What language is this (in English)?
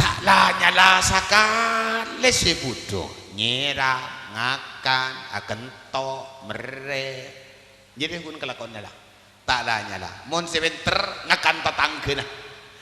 Madurese